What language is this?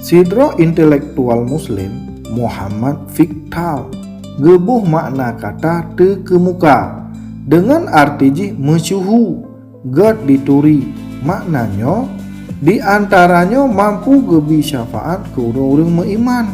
Achinese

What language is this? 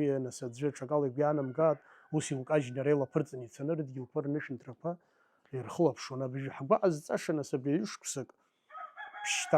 Abkhazian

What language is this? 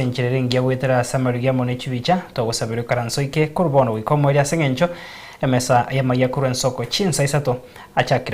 Gusii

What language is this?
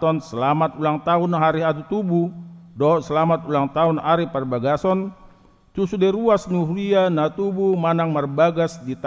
Batak Toba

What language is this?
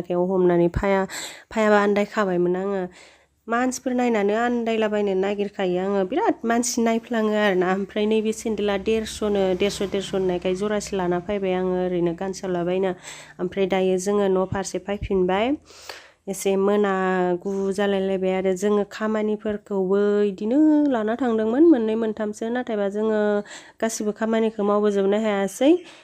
Bodo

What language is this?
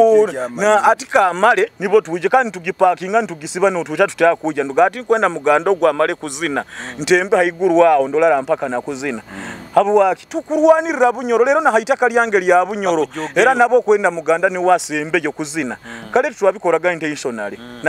Nyoro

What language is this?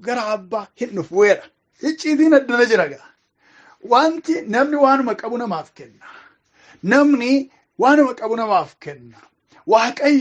Oromo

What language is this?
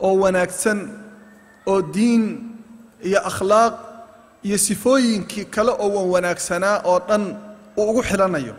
Somali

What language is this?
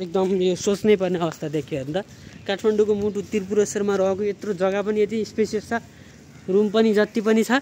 Nepali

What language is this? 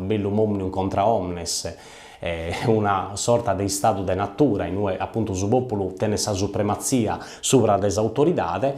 Sardinian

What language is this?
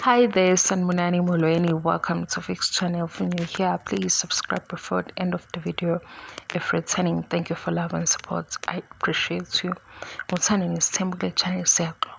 Zulu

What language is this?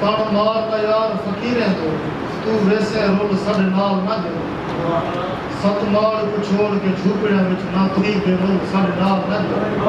Saraiki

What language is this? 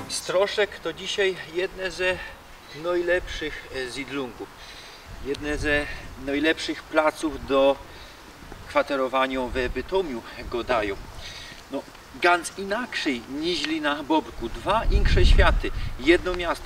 Silesian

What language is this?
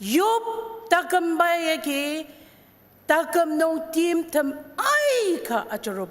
Ao Naga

